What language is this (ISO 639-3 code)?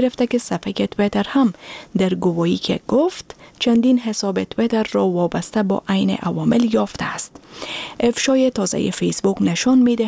fas